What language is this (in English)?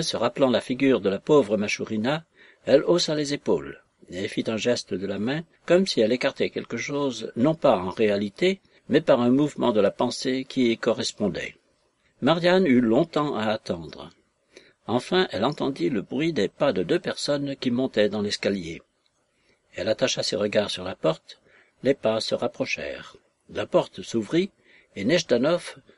French